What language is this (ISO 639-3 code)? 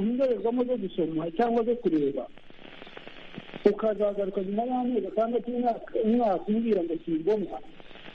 kin